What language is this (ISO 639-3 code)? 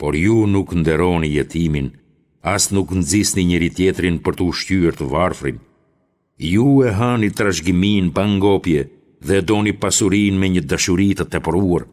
sqi